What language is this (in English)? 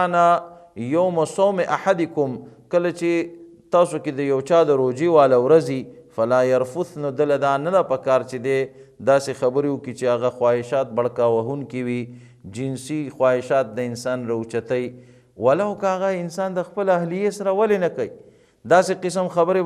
Pashto